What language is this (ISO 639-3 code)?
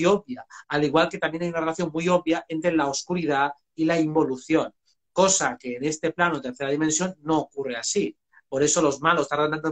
spa